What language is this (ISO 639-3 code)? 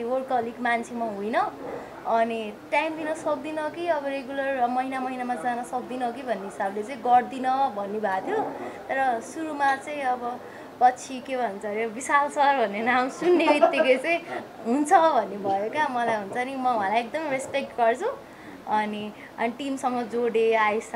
nep